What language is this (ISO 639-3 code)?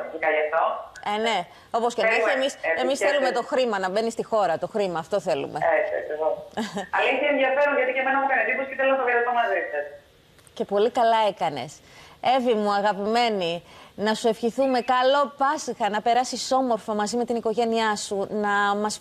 ell